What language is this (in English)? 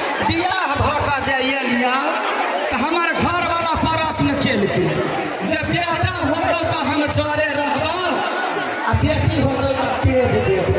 Maithili